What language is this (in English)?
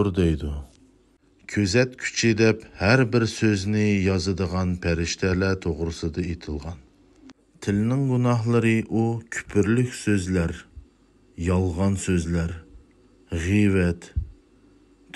Uyghur